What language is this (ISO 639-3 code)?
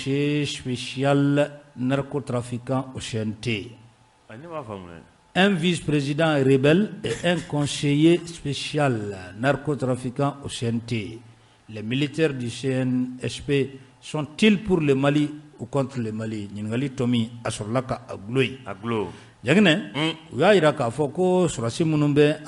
bam